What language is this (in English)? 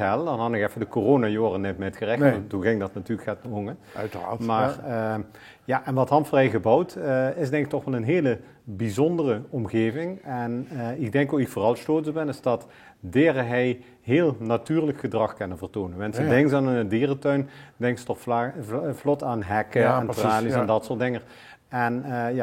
Limburgish